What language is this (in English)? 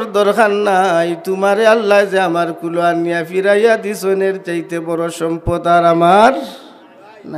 Sylheti